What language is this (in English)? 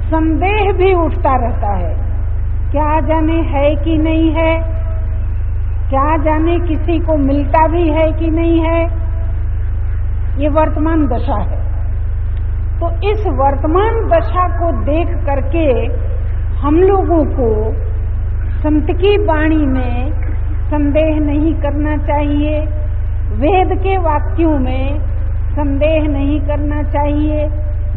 Hindi